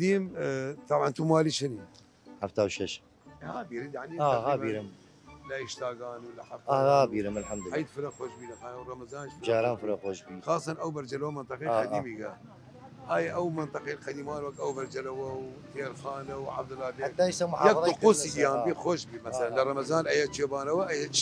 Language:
Southern Kurdish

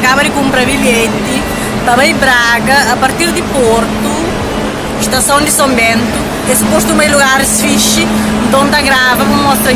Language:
Kabuverdianu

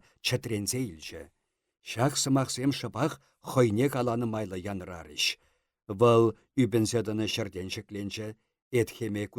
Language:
Chuvash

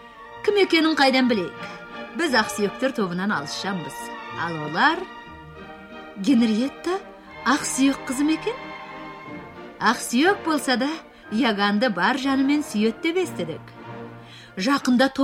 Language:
Kazakh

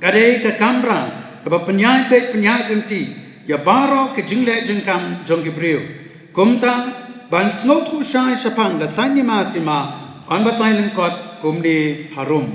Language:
Khasi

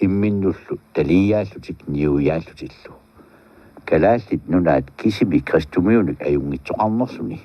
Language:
Kalaallisut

